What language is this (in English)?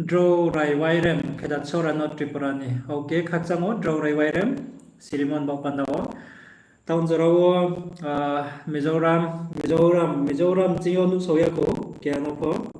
Riang (India)